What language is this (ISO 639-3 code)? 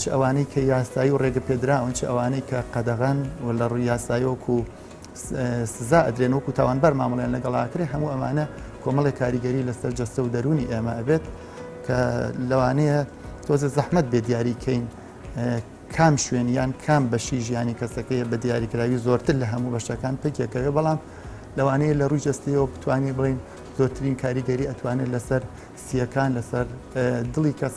ckb